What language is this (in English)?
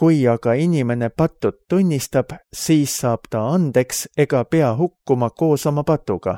Estonian